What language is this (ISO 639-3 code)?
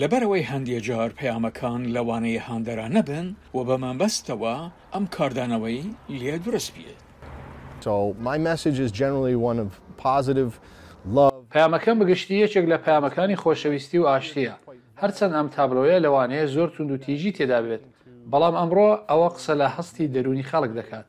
ckb